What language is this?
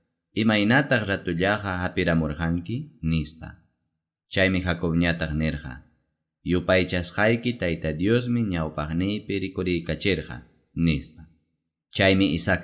Ayacucho Quechua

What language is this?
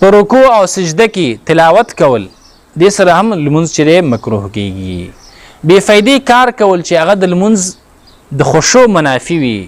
Pashto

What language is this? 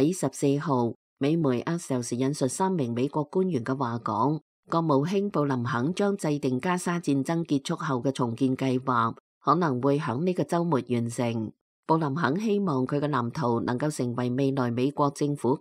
Cantonese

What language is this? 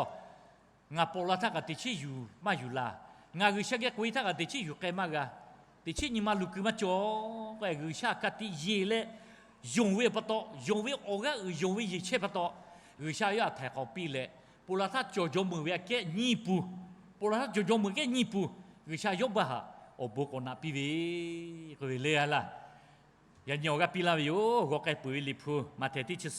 Lahu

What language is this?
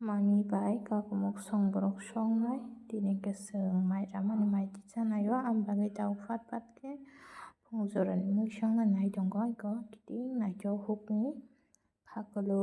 Kok Borok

